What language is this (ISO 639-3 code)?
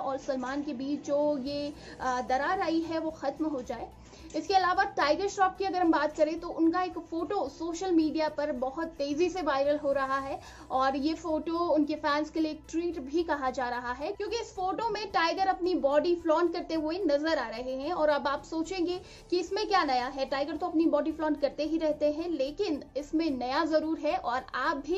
hin